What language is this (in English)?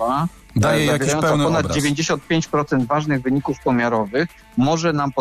Polish